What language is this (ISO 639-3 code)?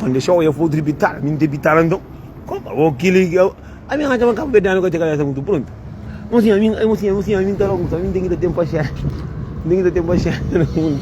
kea